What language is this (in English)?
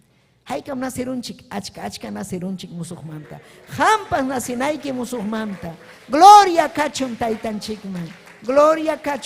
Ayacucho Quechua